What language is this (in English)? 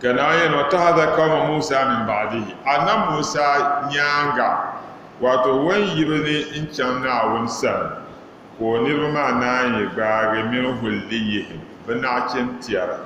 Dagbani